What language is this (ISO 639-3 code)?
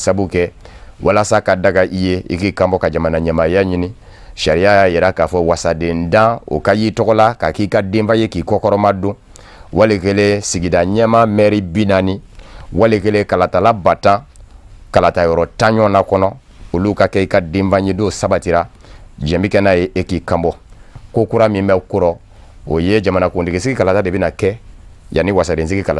bam